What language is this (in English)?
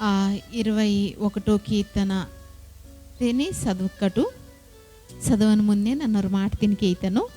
Koya